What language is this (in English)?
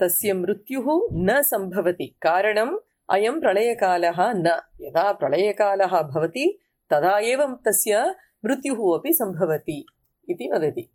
Sanskrit